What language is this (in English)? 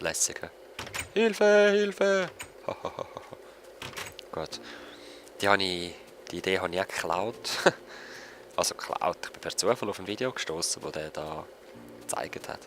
Swiss German